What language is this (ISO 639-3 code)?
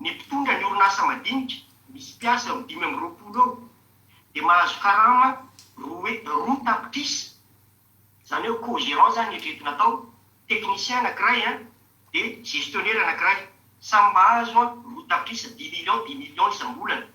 mlg